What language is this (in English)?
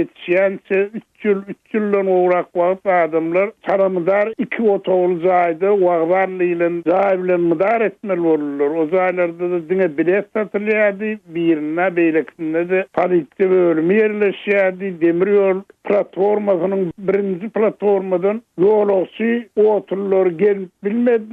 Turkmen